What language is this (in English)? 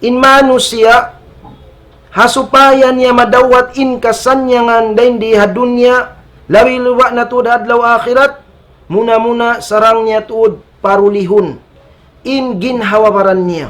Tausug